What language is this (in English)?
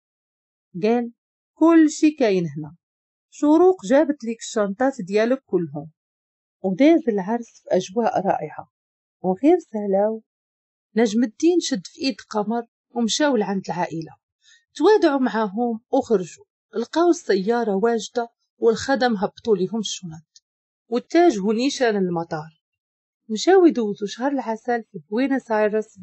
Moroccan Arabic